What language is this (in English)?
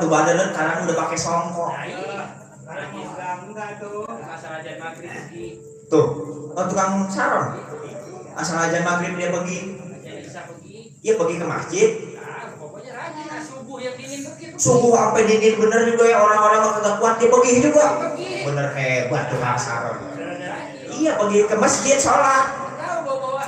Betawi